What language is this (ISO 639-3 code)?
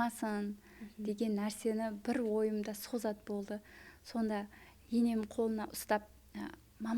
kaa